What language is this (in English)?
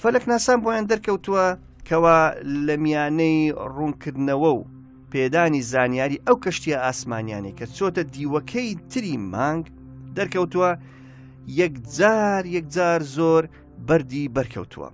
Central Kurdish